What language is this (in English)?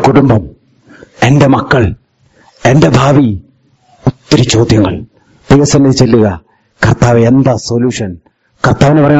Malayalam